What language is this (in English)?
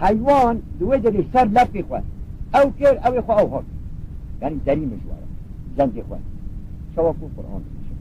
Kurdish